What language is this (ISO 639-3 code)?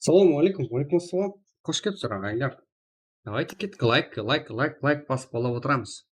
kaa